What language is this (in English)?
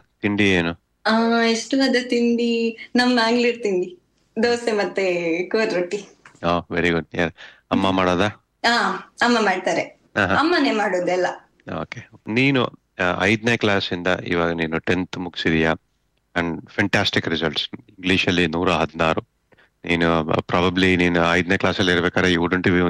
Kannada